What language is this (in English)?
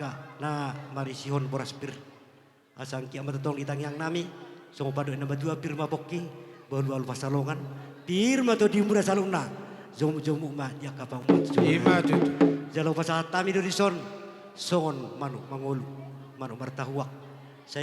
Batak Toba